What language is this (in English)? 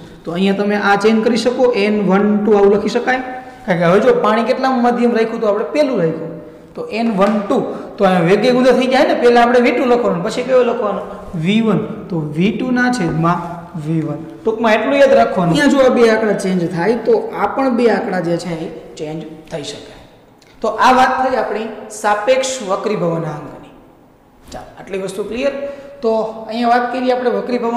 Gujarati